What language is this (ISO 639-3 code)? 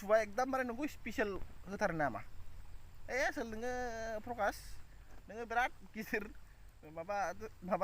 brx